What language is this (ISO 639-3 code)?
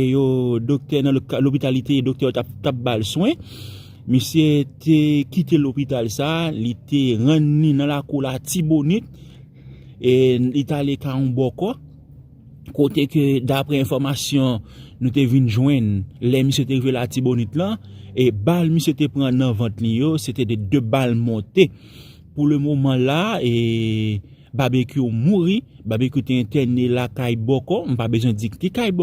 hat